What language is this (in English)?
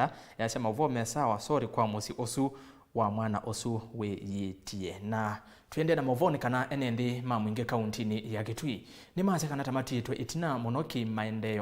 Kamba